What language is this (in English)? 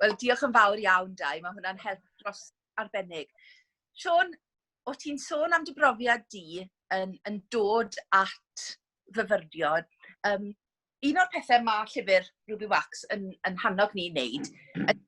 Welsh